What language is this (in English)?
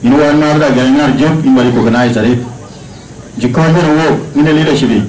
Dinka